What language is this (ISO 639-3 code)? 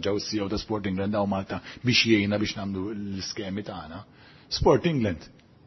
mlt